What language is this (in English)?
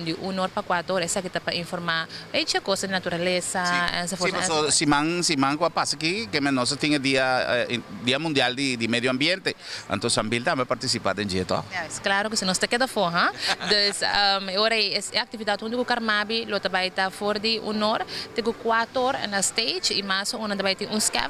Papiamento